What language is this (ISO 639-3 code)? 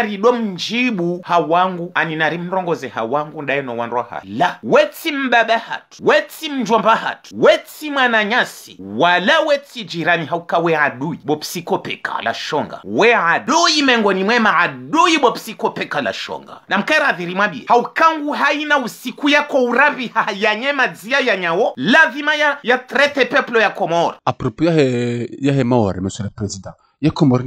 zdj